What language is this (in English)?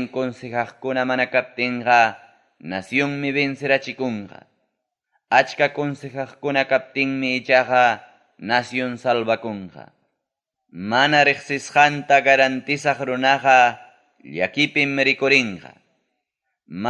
Ayacucho Quechua